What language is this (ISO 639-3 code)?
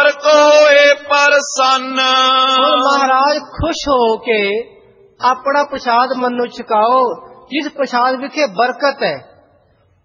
pan